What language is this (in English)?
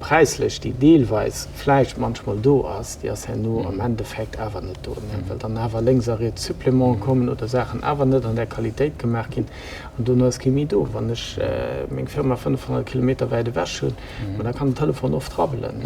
Luxembourgish